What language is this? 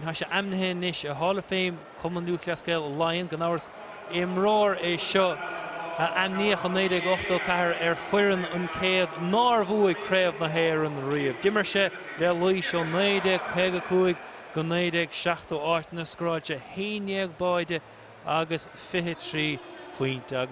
Irish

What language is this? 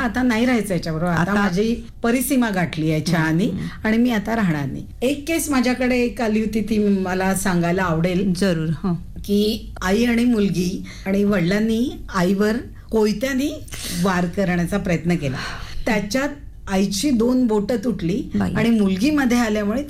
Marathi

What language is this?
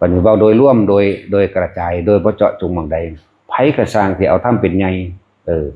Northeastern Thai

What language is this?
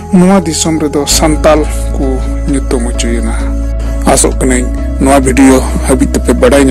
Santali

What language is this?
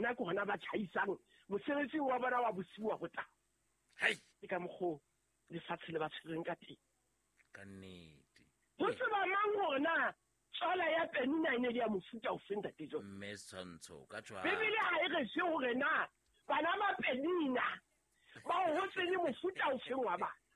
Southern Sotho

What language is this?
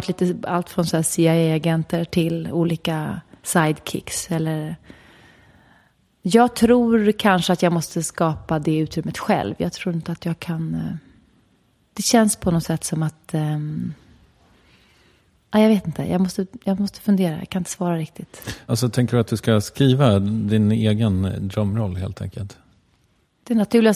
Swedish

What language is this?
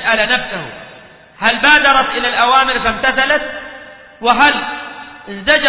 Arabic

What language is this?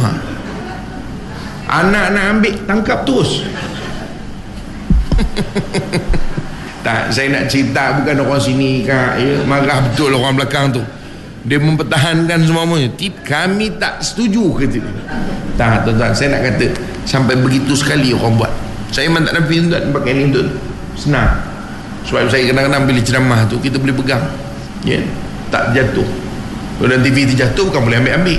Malay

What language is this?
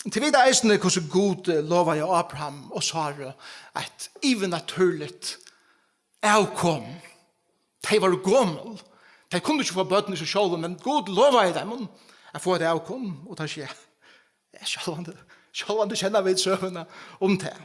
Faroese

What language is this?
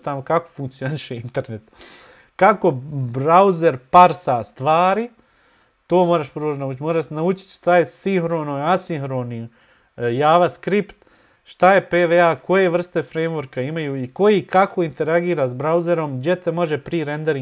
Bosnian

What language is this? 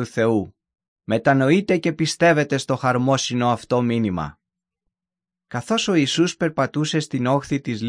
Greek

